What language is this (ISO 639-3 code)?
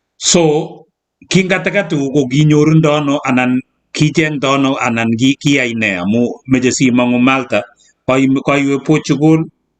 kln